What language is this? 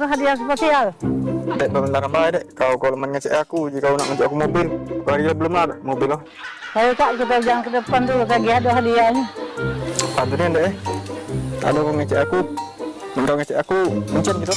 Musi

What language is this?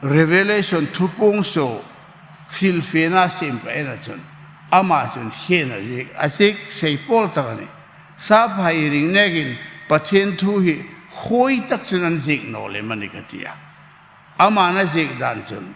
Hmar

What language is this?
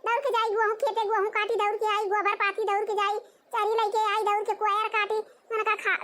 Awadhi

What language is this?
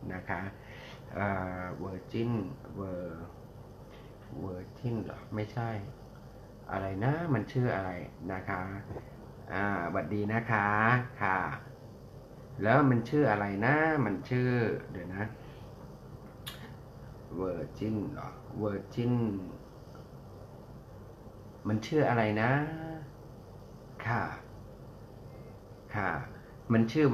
Thai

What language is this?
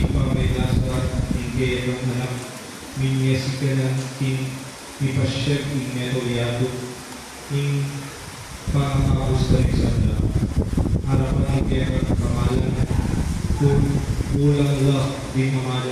Pampanga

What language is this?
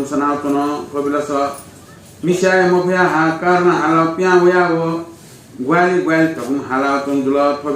Newari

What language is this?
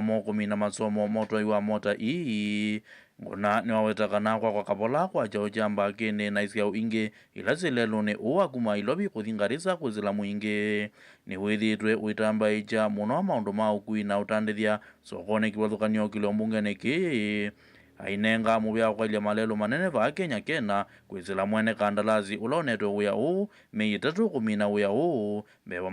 Kamba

